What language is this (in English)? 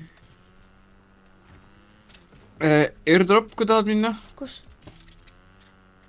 Estonian